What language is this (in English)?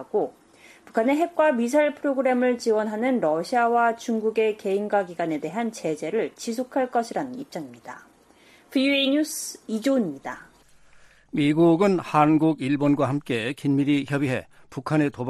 Korean